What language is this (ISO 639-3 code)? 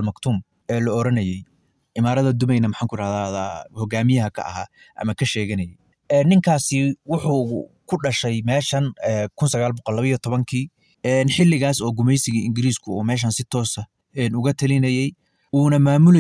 som